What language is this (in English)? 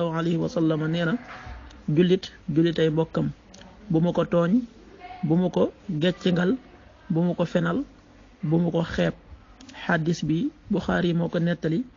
Wolof